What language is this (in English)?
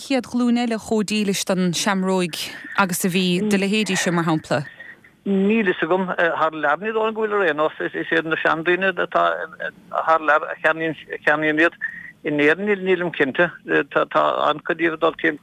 Irish